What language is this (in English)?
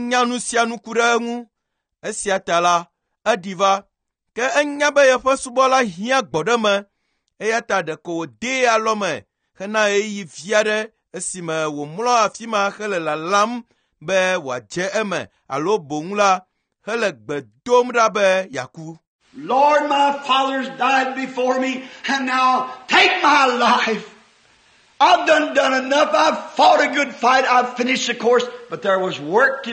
Ewe